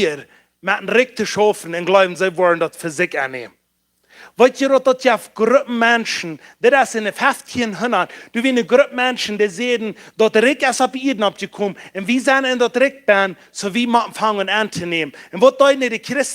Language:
Plautdietsch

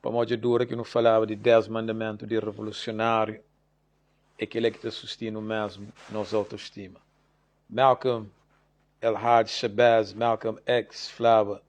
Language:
Kabuverdianu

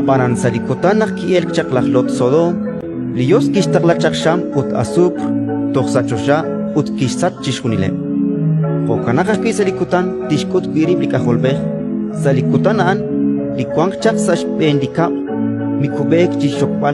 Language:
Kekchí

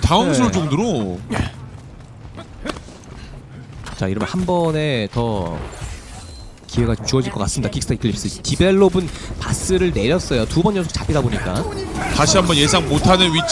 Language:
Korean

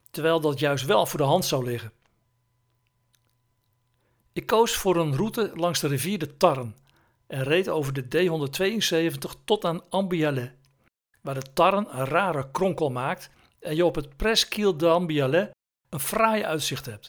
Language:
Dutch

